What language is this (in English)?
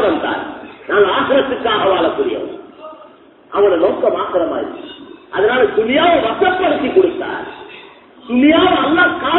Tamil